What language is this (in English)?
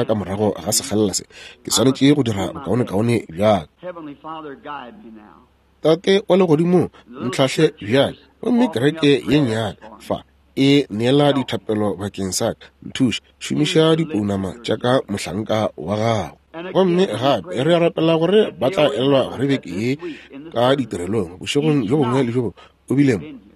Northern Sotho